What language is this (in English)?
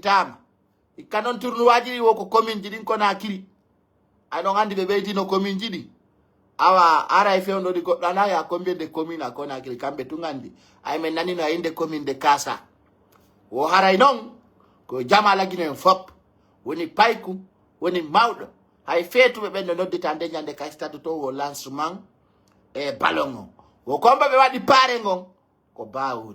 Pular